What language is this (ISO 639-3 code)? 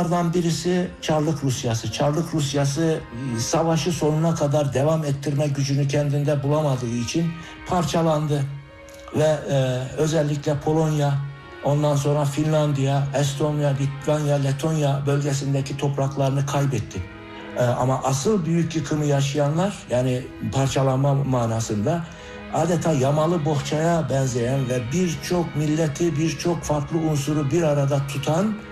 tur